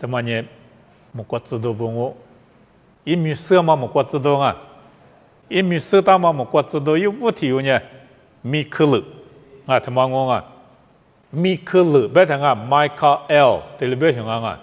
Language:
Lisu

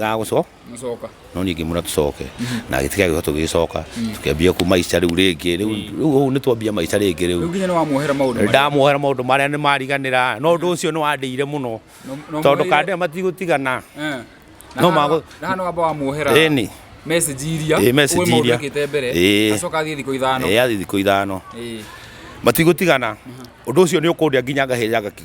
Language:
Kikuyu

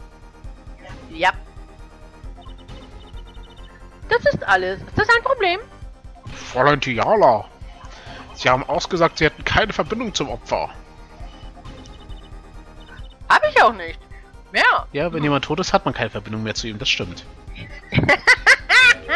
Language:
German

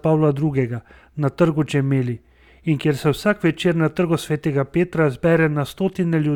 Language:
Slovenian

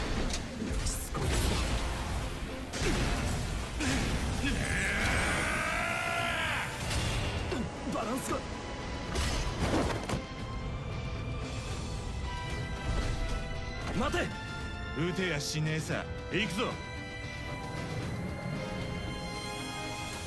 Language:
Japanese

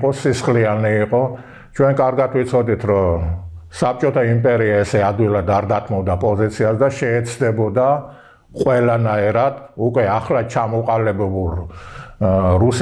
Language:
Georgian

